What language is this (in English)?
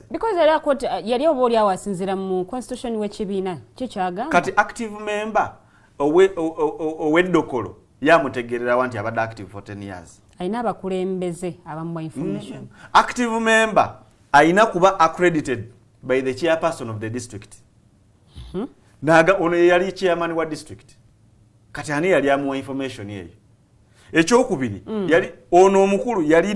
Ganda